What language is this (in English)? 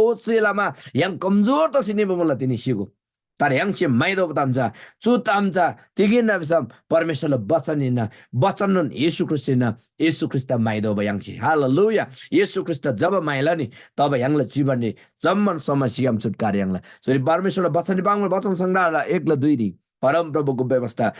Eastern Tamang